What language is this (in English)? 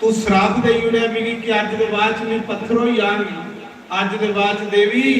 Dogri